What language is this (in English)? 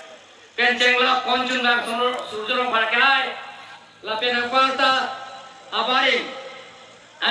Karbi